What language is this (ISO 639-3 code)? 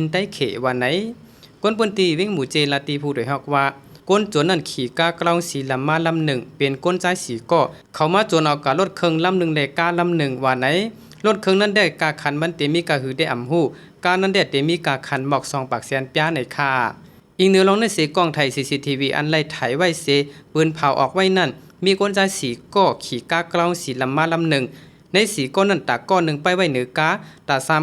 shn